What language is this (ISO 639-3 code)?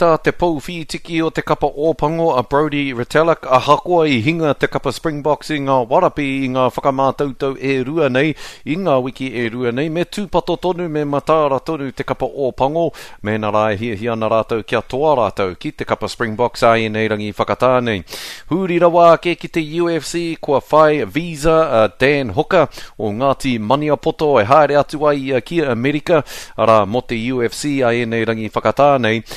mri